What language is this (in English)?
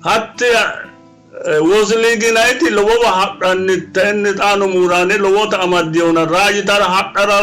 Sidamo